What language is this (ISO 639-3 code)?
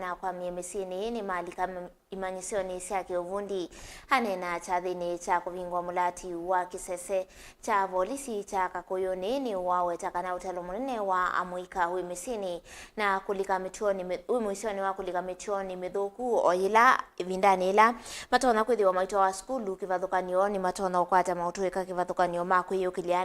kam